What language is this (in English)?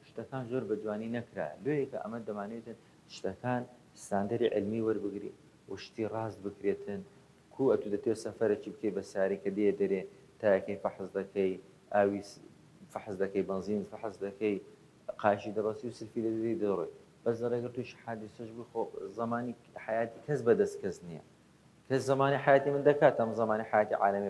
Central Kurdish